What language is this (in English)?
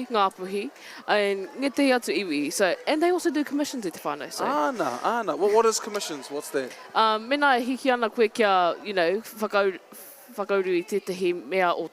Māori